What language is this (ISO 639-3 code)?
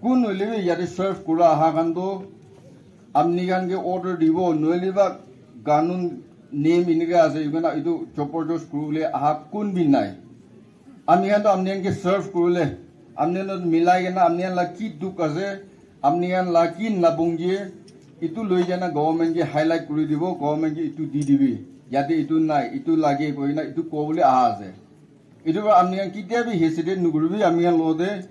nag